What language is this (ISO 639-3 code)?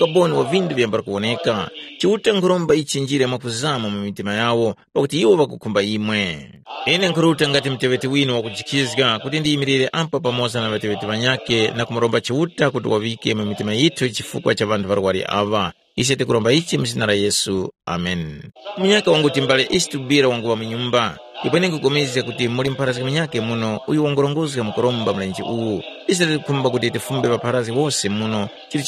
tum